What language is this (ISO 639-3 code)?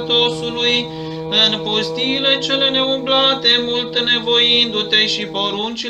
ron